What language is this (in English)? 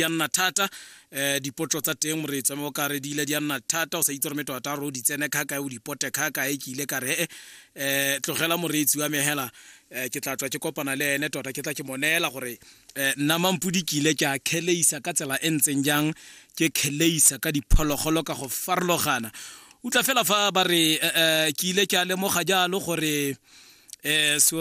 Tswana